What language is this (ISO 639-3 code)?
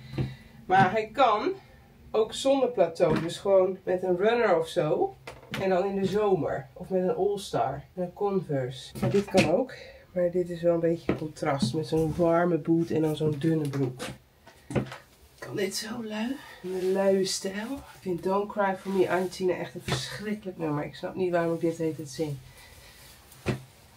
nld